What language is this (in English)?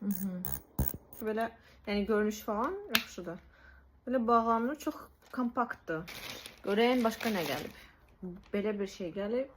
Azerbaijani